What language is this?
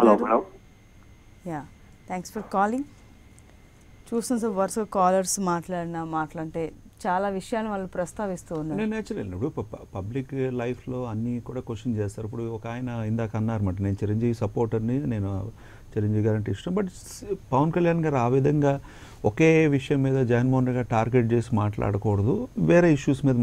Telugu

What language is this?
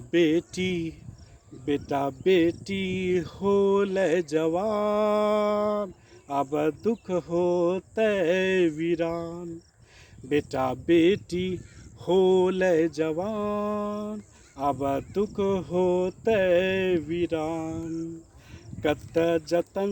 Angika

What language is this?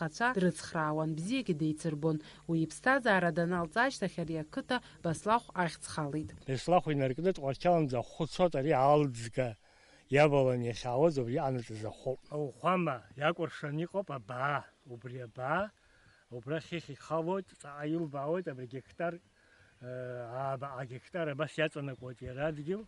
Abkhazian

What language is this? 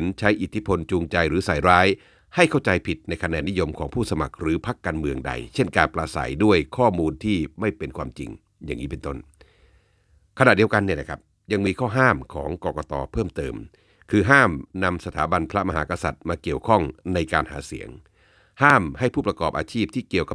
Thai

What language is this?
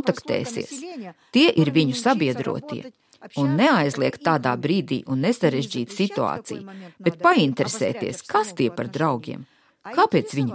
Latvian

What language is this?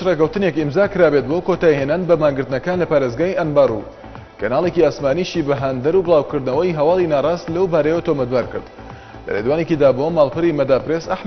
Central Kurdish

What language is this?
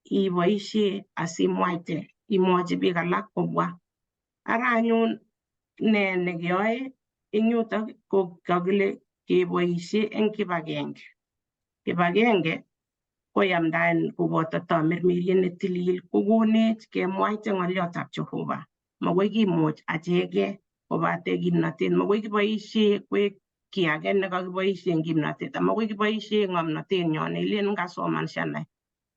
Kalenjin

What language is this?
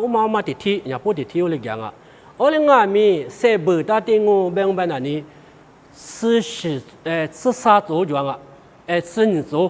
Lisu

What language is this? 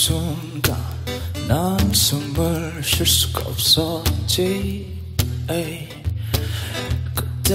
Korean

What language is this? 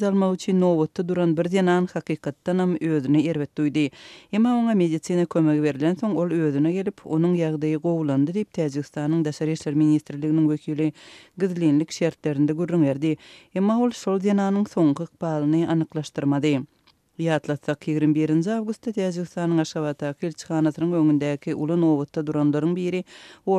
Turkmen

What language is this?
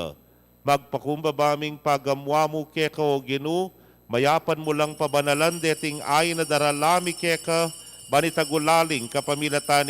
Pampanga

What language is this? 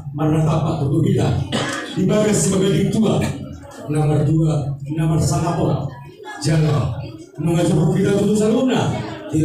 Batak Toba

